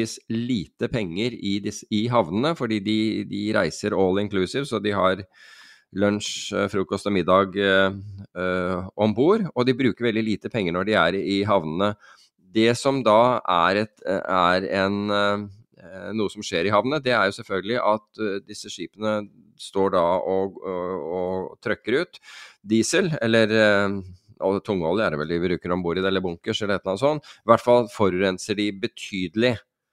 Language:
Norwegian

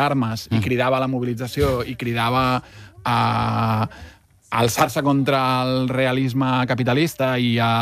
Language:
Catalan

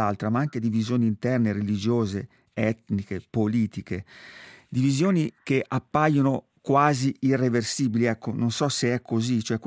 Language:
Italian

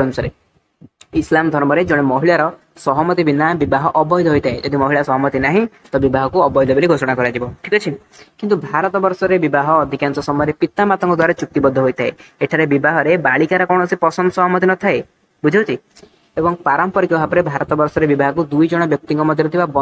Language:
Odia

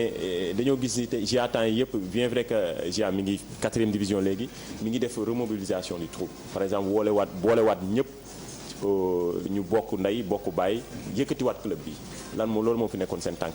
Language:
Wolof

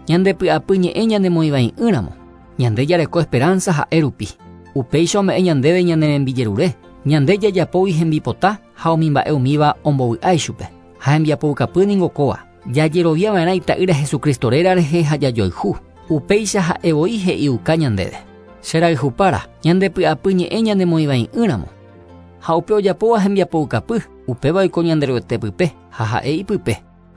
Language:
Guarani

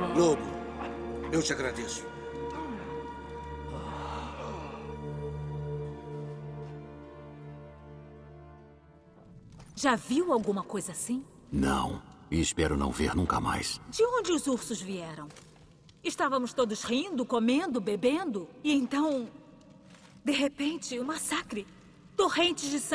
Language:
Portuguese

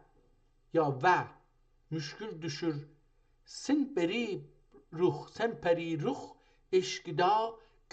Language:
South Azerbaijani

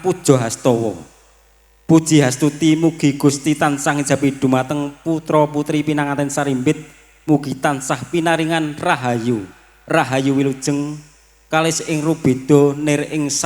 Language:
Javanese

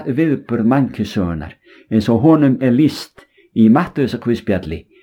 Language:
Icelandic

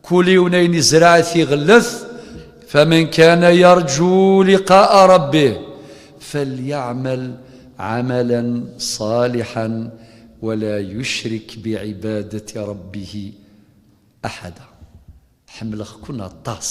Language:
Kabyle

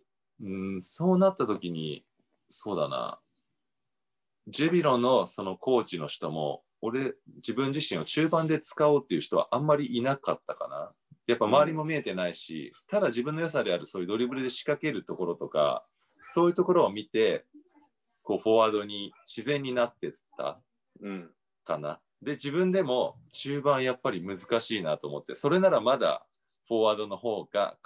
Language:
Japanese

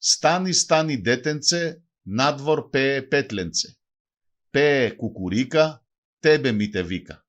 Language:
Macedonian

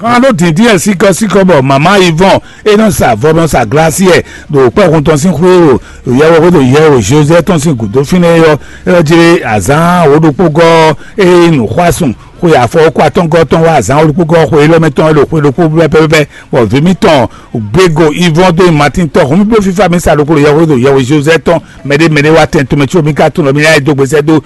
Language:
Fon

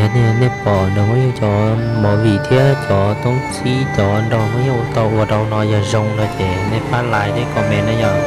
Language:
Hmong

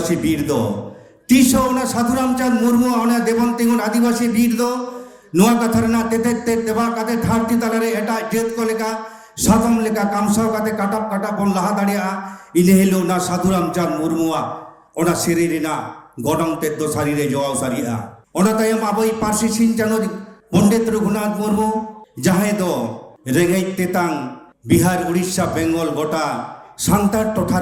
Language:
Santali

